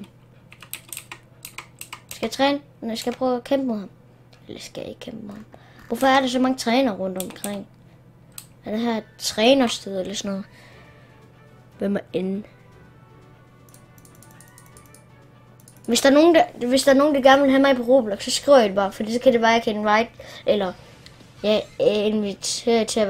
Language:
Danish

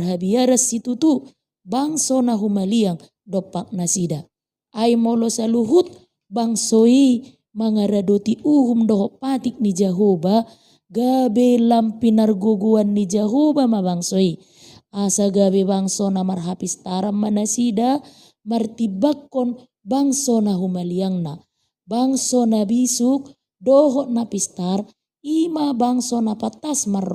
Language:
Batak Toba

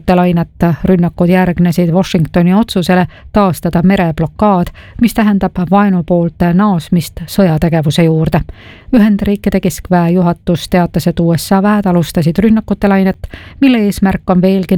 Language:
Estonian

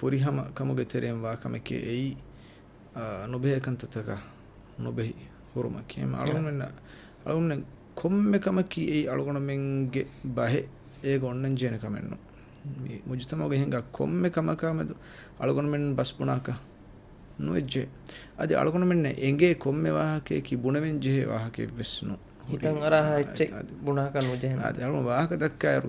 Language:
Divehi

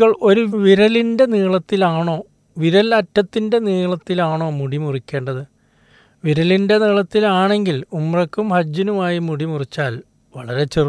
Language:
Malayalam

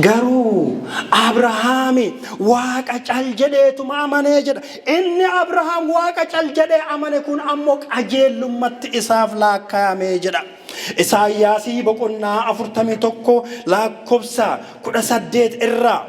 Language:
Oromo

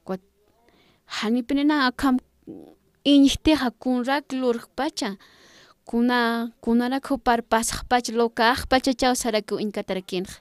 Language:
Aymara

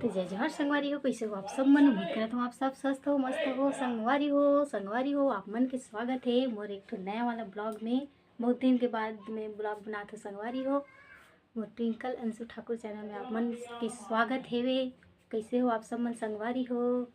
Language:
Chhattisgarhi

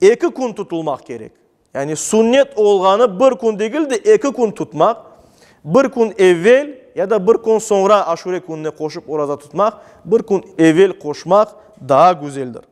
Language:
Crimean Tatar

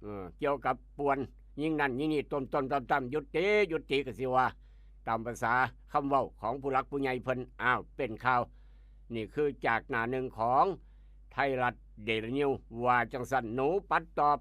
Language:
Northeastern Thai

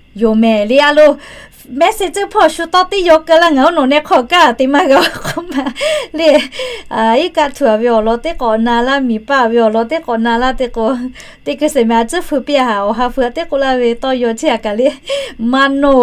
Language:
Lahu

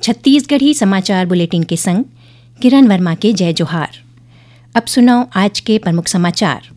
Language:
Chhattisgarhi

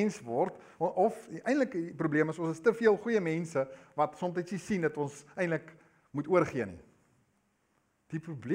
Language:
Afrikaans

